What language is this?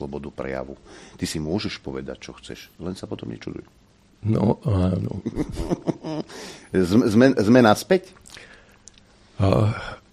Slovak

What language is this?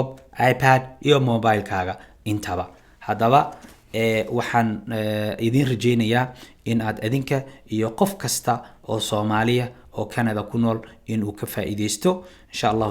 Somali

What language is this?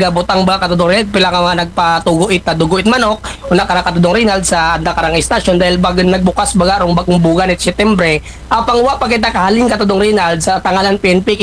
Aklanon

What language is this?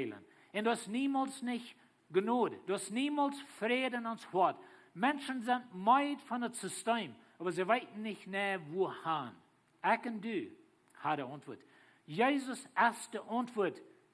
Plautdietsch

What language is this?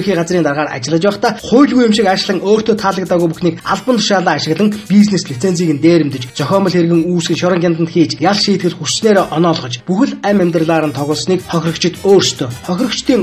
Mongolian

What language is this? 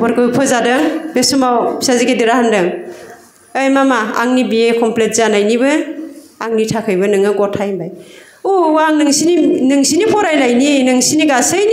Bodo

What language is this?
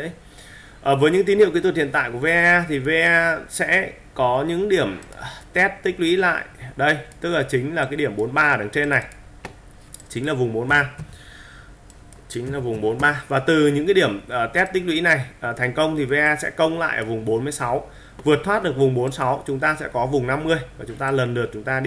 Vietnamese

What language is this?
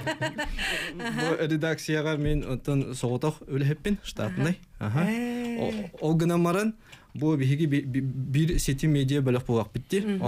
Yakut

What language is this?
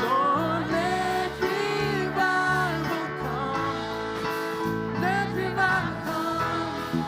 Faroese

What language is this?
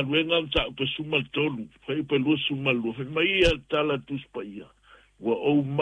Samoan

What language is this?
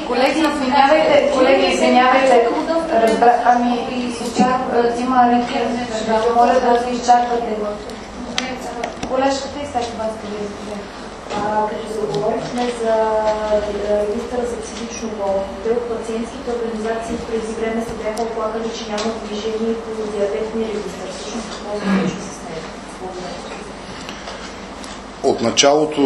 Bulgarian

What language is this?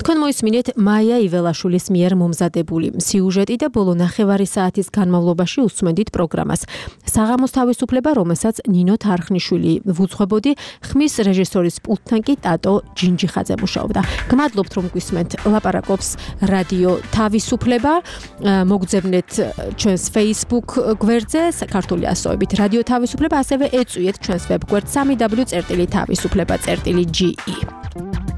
Georgian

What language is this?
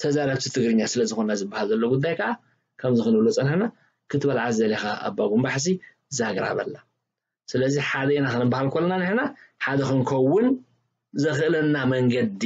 Tigrinya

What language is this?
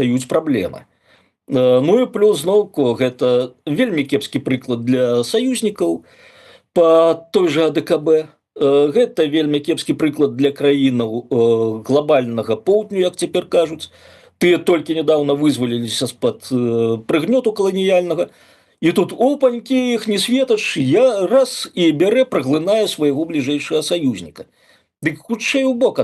Belarusian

